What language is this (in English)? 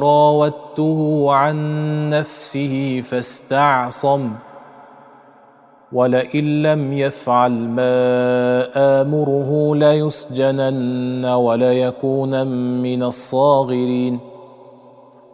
Arabic